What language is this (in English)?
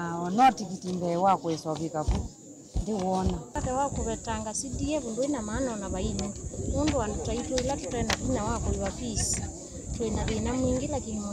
Kamba